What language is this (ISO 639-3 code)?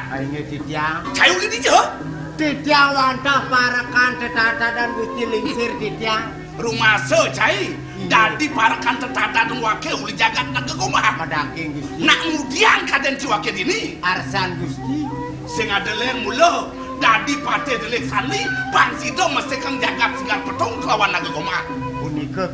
ban